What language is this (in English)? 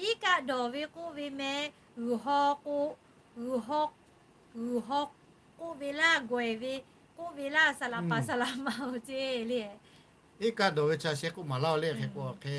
Lahu